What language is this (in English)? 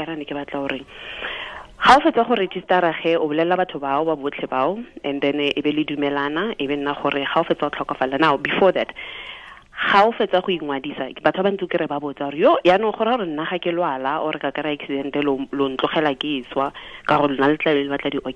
Tswana